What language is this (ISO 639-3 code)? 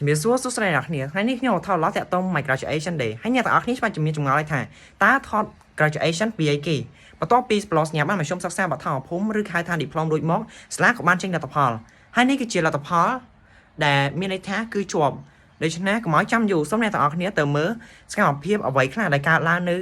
khm